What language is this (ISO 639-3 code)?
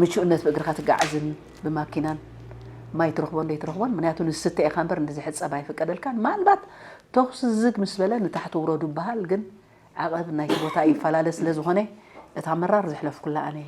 tir